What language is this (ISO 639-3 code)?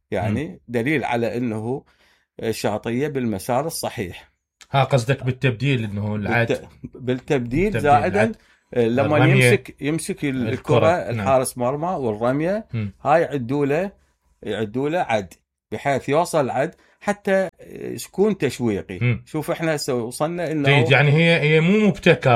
acm